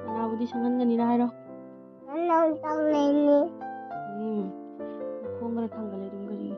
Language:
Manipuri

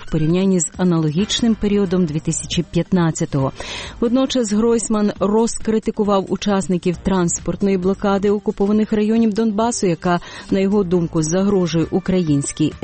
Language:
Ukrainian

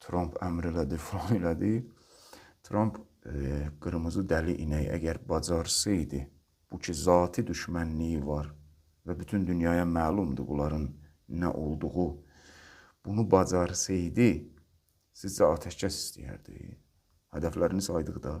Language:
Azerbaijani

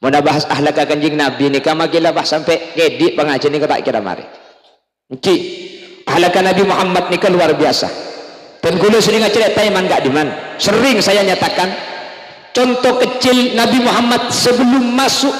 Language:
Madurese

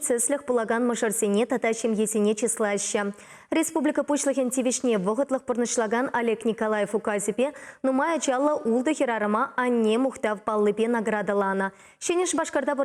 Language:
Chuvash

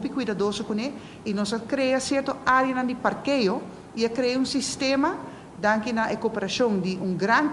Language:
Papiamento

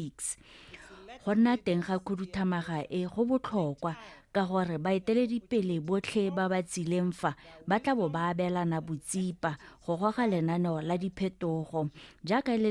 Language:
Tswana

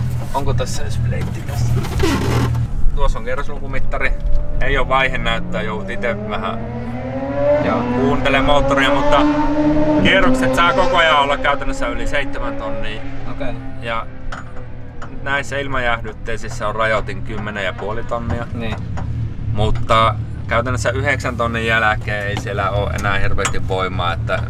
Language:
Finnish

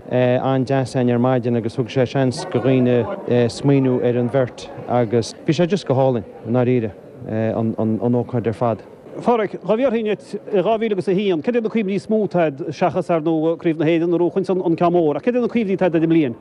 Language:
Irish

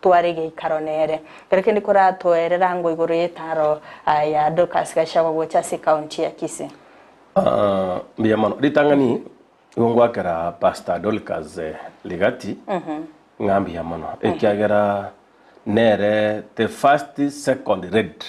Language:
Gusii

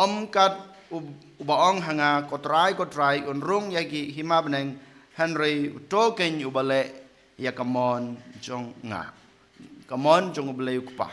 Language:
Khasi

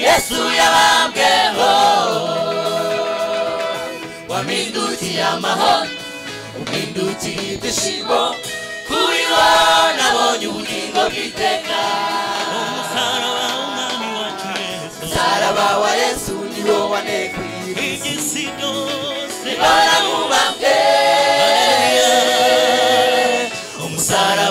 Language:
Kinyarwanda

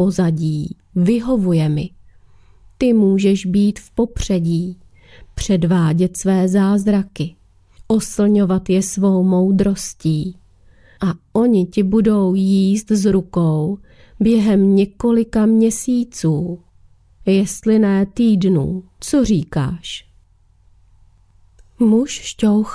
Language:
Czech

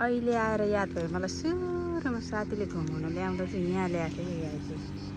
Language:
Nepali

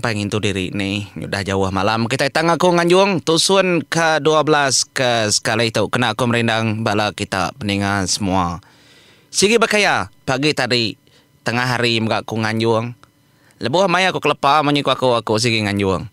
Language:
Iban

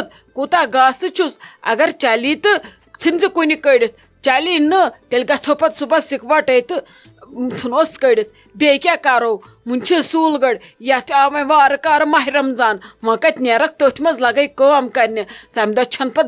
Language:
Kashmiri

